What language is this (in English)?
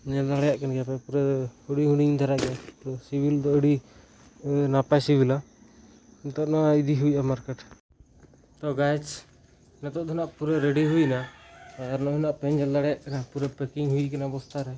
Santali